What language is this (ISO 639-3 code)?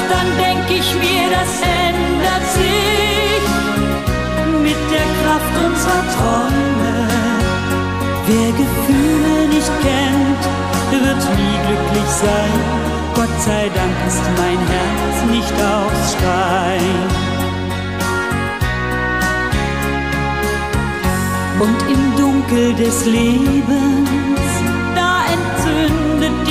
deu